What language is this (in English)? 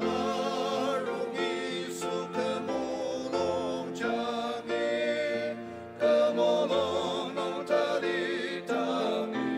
Ao Naga